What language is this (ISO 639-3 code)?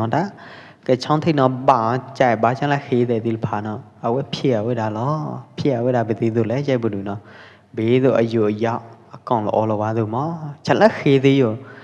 kjp